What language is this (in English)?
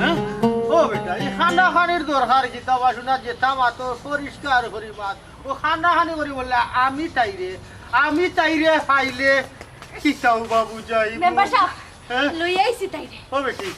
Sylheti